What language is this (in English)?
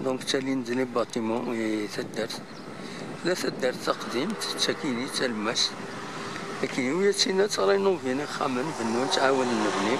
Kabyle